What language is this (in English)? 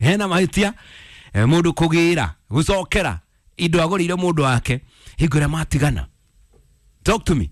Kikuyu